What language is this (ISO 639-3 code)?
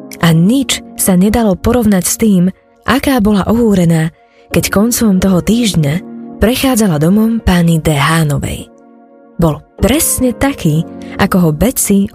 slk